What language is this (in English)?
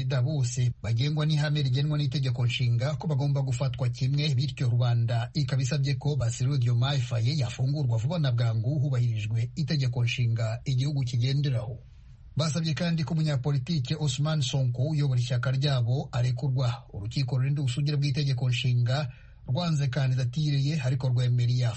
Kinyarwanda